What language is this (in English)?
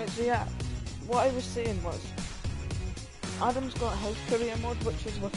English